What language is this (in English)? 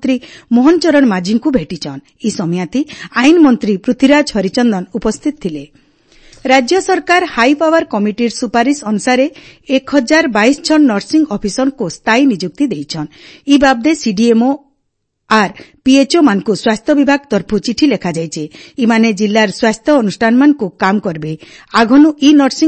Odia